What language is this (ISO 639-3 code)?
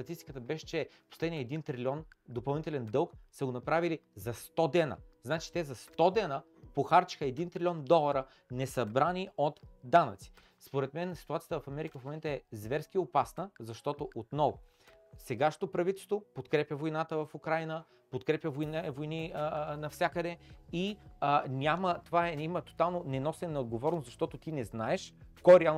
bul